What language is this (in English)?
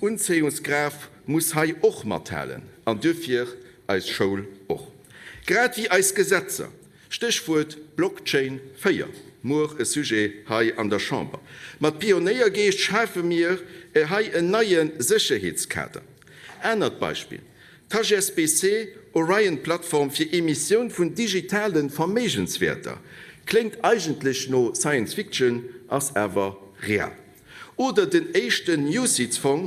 Luxembourgish